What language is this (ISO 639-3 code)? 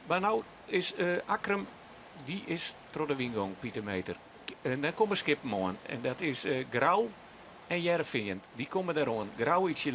fry